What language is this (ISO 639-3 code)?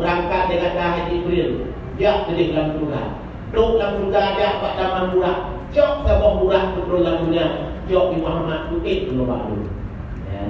ace